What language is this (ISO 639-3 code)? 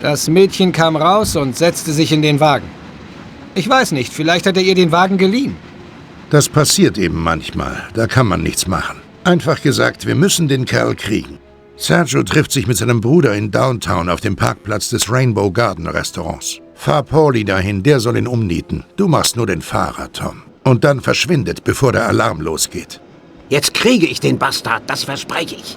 bar